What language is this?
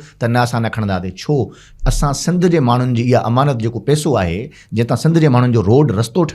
Sindhi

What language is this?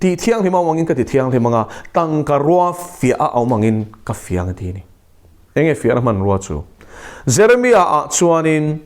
Mizo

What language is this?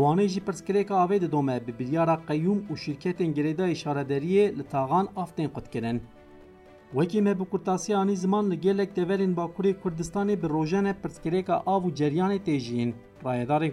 Kurdish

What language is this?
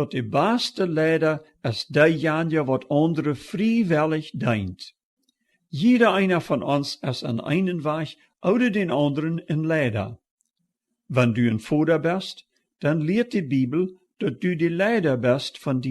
Plautdietsch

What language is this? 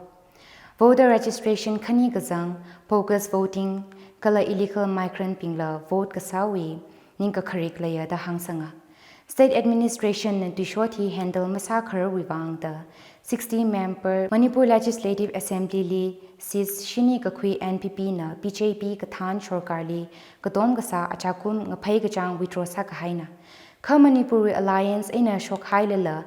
Tangkhul Naga (India)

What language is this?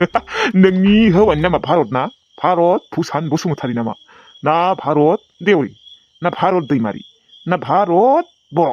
Bodo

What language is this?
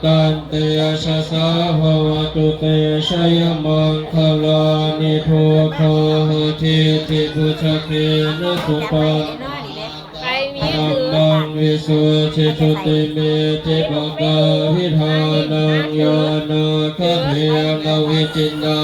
Pali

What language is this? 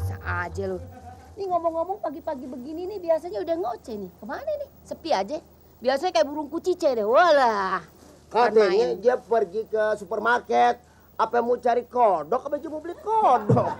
Betawi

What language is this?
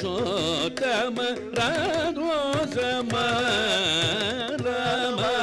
Telugu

